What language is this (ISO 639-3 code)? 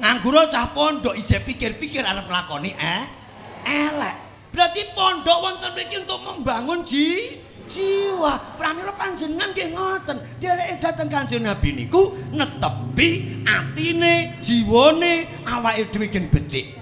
jav